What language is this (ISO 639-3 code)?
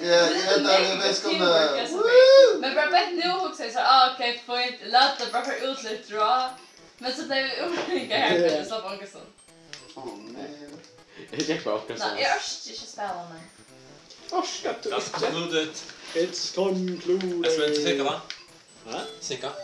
fao